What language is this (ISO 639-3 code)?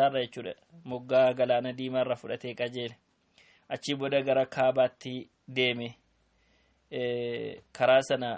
orm